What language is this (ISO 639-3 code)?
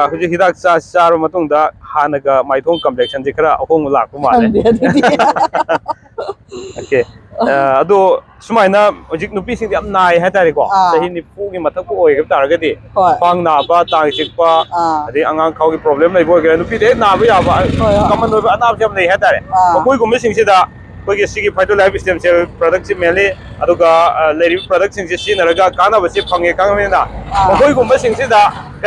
mni